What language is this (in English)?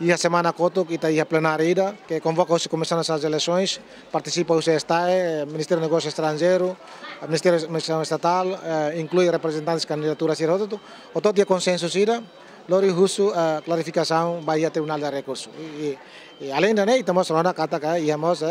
Tetum